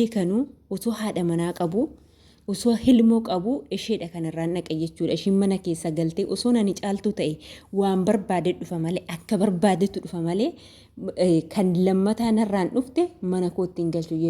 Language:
Oromo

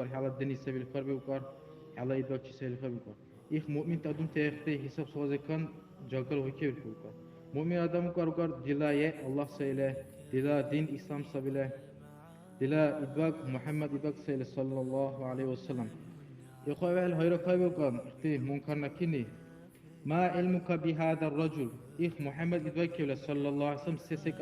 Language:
Dargwa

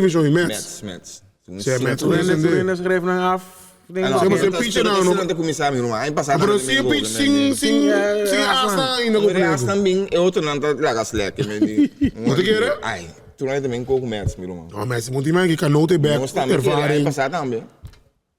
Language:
Papiamento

